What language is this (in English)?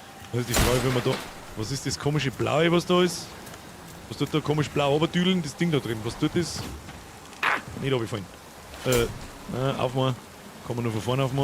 Bavarian